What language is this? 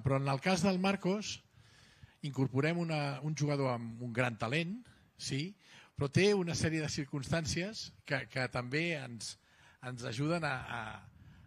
Catalan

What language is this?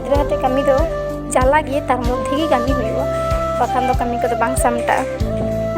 Santali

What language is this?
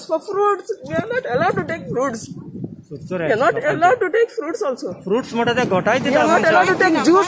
Konkani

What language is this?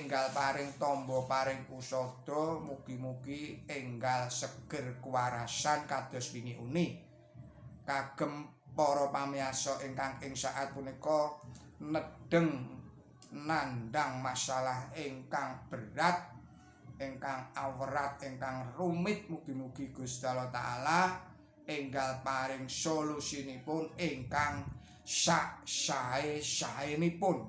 Javanese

